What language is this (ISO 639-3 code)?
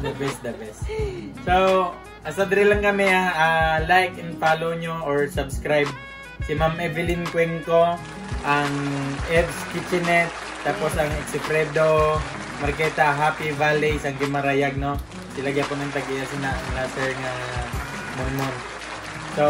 hil